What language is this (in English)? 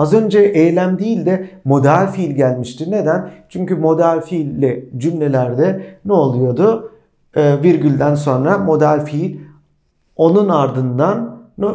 Turkish